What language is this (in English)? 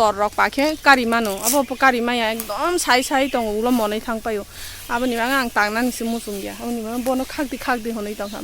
Kok Borok